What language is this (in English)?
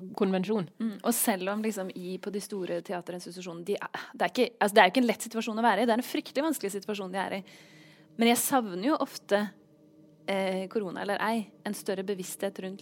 Norwegian